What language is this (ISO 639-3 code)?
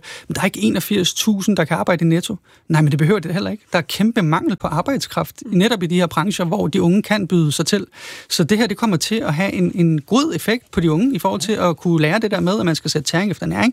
dan